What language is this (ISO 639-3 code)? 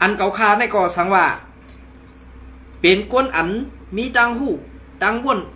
shn